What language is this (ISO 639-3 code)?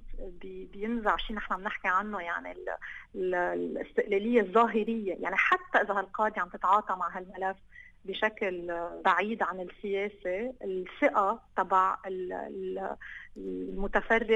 apc